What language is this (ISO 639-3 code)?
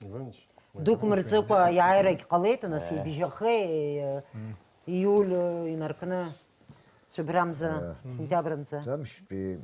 abk